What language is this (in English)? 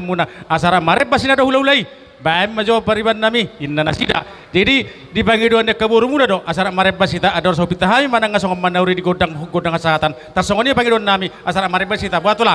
Batak Toba